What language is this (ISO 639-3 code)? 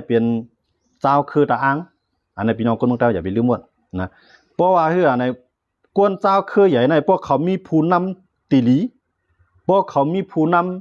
shn